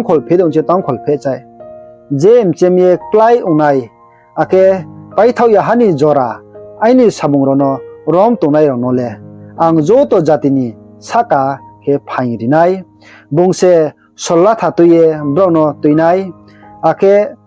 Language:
Riang (India)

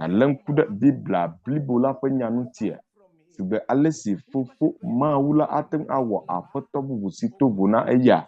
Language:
Ewe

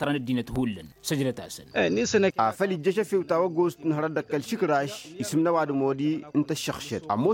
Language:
Tamasheq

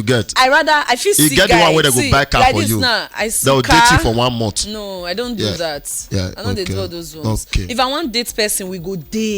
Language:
Nigerian Pidgin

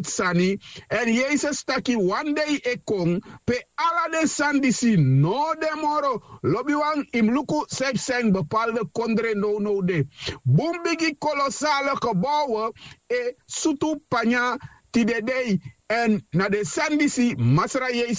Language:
Sranan Tongo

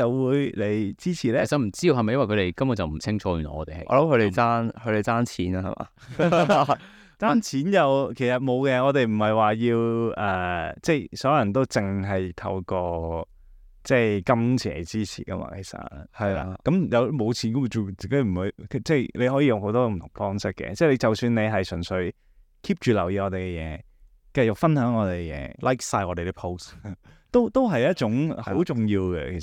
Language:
Cantonese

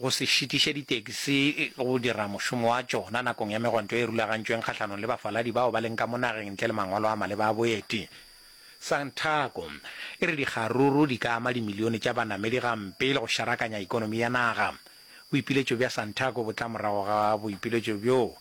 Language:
Northern Sotho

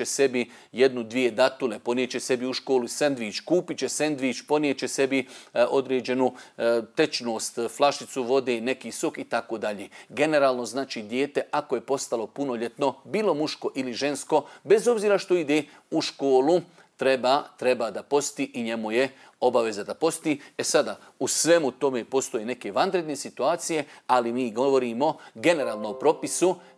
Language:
Bosnian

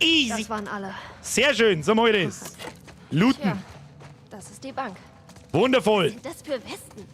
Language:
Bavarian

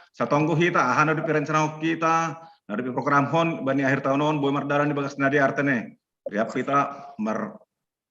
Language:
Batak Simalungun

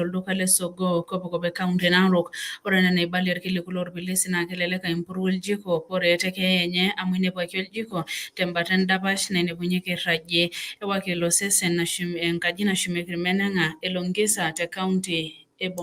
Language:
Masai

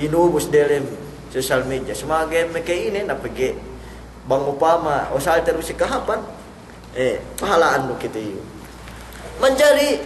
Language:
Yakan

